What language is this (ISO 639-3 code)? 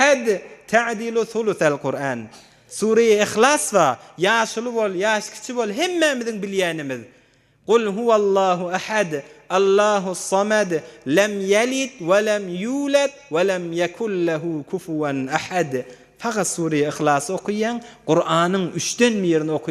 tuk